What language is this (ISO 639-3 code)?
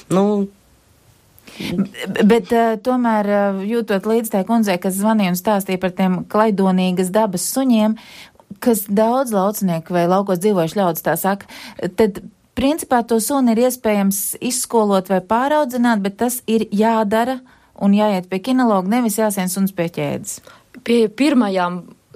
lav